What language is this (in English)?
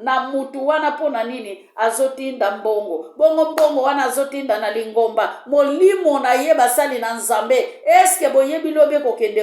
Lingala